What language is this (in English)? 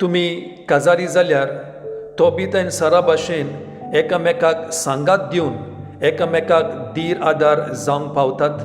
Konkani